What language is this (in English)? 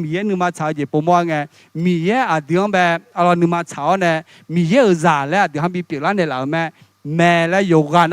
Akha